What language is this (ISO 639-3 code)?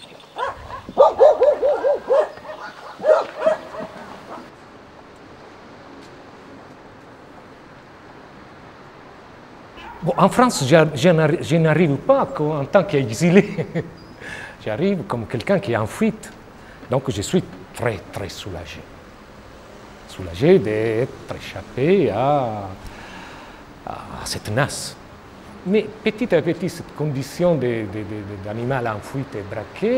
fra